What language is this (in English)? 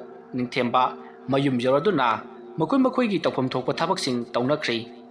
Manipuri